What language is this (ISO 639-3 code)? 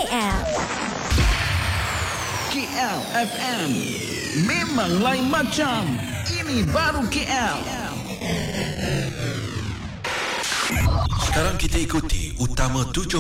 msa